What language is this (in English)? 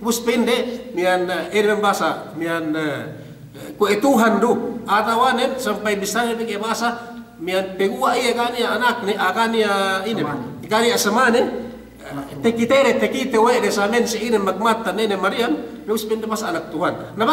Yakan